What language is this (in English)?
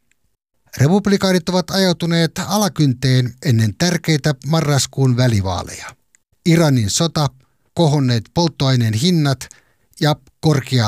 Finnish